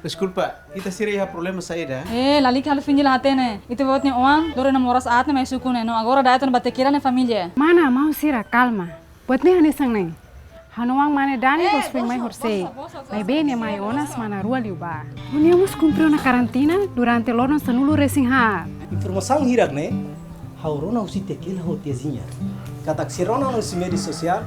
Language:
Tetum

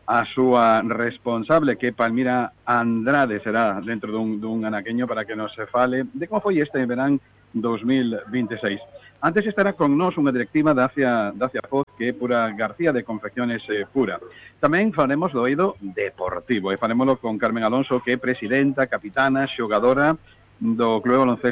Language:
Galician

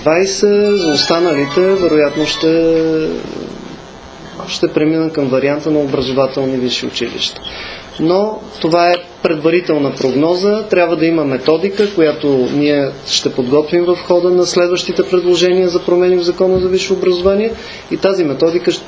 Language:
Bulgarian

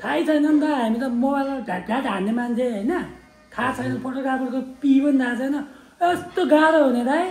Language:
Nepali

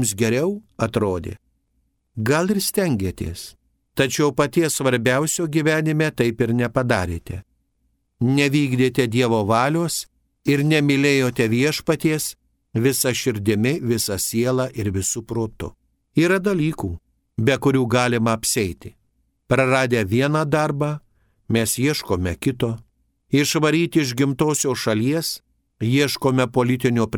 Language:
Lithuanian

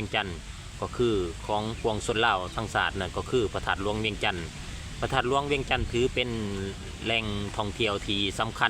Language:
Lao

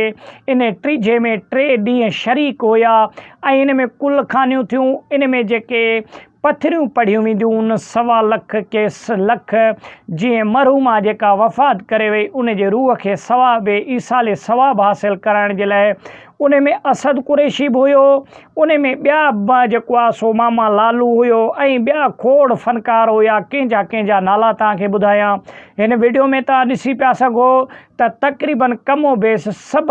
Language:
Sindhi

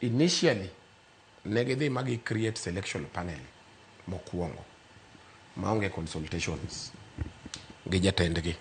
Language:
Luo (Kenya and Tanzania)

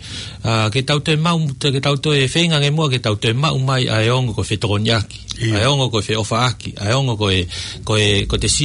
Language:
Tongan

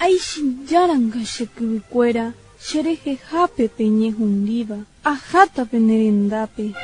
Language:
Guarani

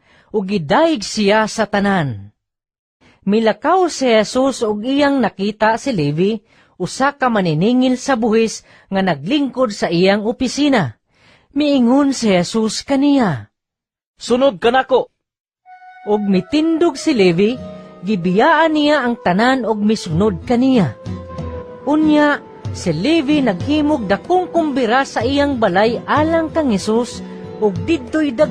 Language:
Cebuano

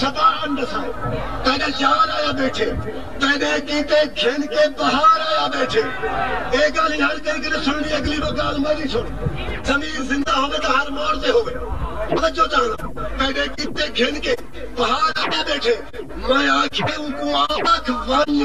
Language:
Saraiki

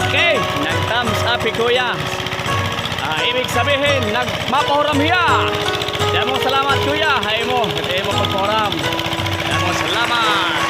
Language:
Waray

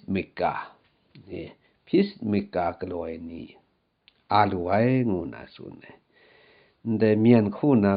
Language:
Kachin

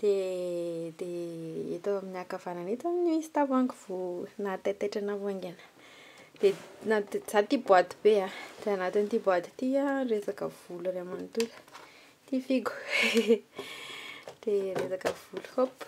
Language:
Malagasy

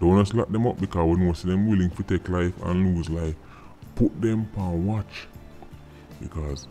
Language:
Jamaican Creole English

